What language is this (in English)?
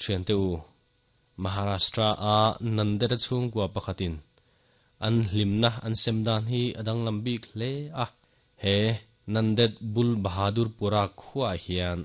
Mizo